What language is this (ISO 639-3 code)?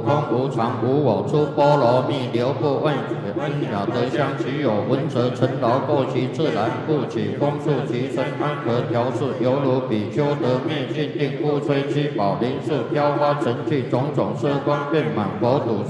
zho